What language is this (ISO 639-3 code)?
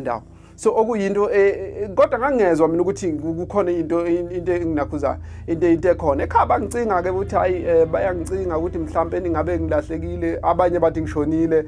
zul